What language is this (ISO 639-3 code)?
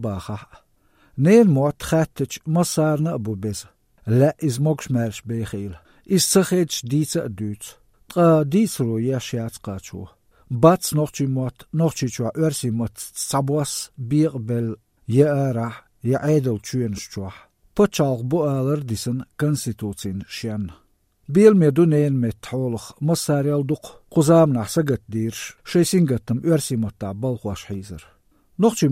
lav